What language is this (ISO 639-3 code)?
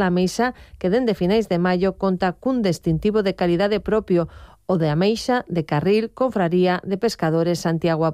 glg